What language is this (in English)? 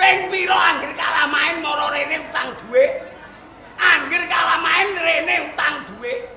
Javanese